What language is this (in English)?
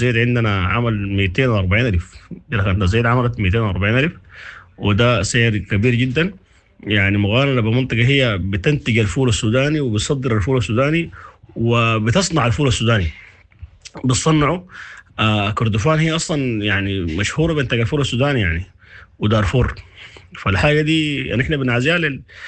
Sudanese Arabic